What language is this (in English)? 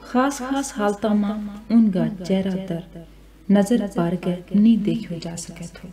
Gujari